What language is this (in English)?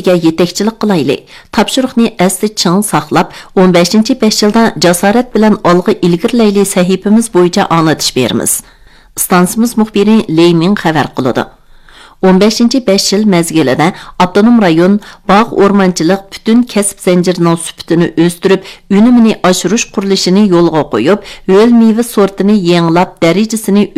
Uyghur